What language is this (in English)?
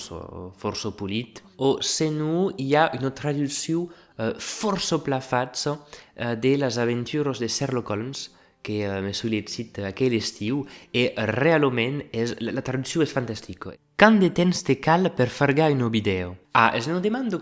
Occitan